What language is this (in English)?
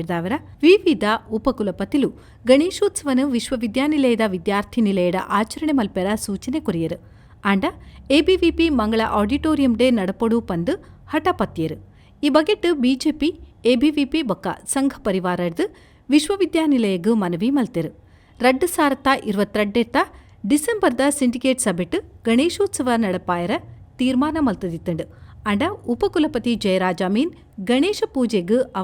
Tulu